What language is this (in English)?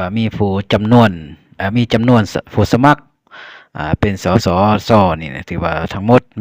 Lao